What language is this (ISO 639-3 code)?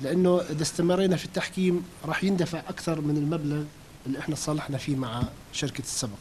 apc